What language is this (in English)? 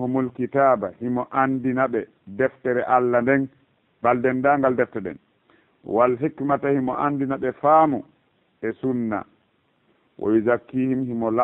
Fula